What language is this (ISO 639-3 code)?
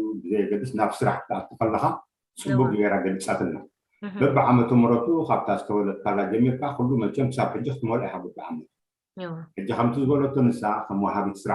tir